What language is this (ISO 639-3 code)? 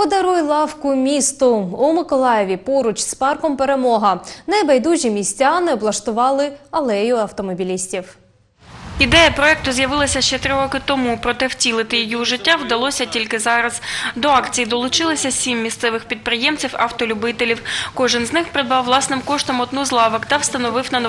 ukr